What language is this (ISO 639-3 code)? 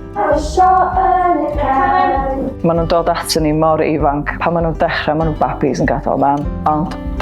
cym